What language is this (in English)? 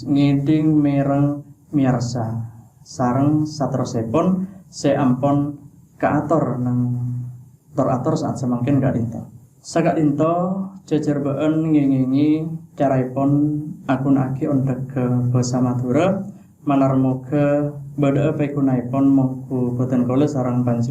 Madurese